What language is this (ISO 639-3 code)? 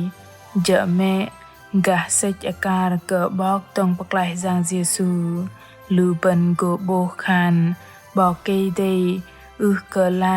bdq